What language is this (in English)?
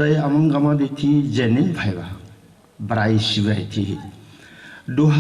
Kok Borok